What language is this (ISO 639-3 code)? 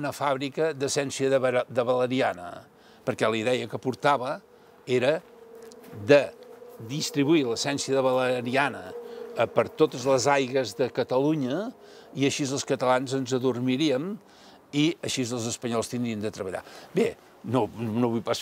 cat